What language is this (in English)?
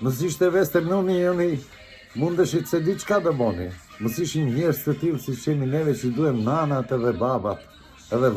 Albanian